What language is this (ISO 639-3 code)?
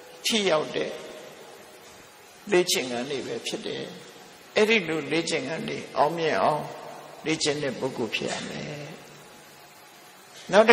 mya